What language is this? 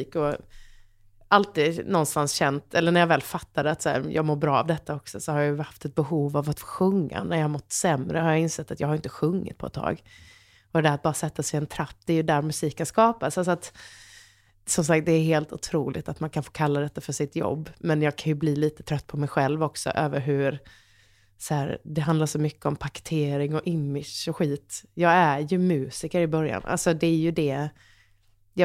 Swedish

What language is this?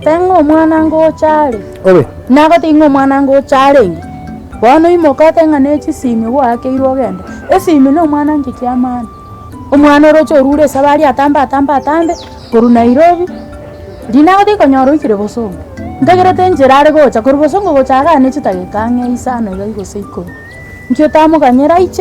Gusii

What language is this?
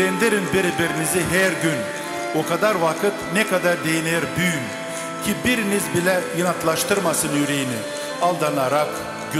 Gagauz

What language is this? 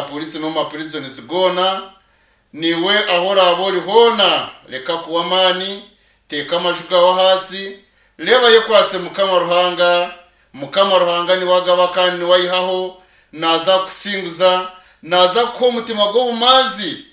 Nyankole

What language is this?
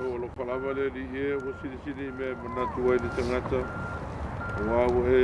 Samoan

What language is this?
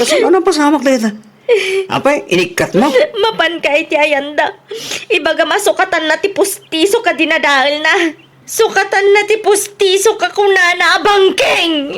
Iloko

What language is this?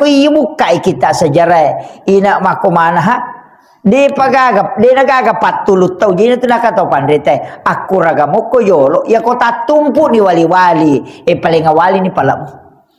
Buginese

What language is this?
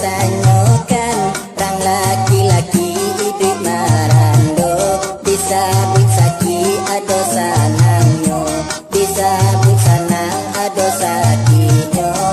Minangkabau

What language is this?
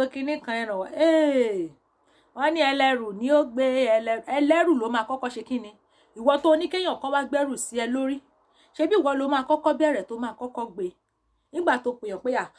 Yoruba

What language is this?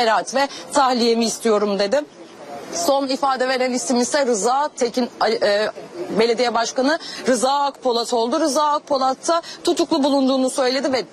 Turkish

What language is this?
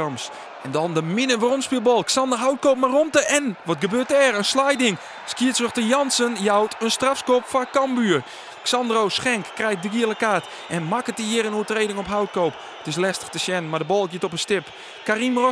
Western Frisian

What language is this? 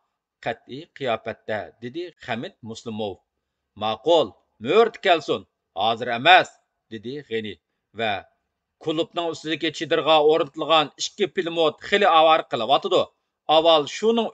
Uyghur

